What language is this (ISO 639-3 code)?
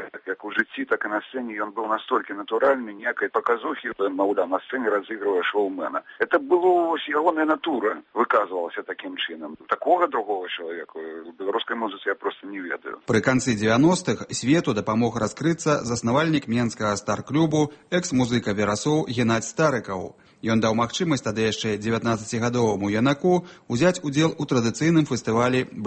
bel